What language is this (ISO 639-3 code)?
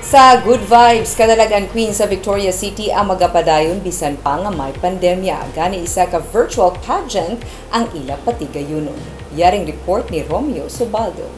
hil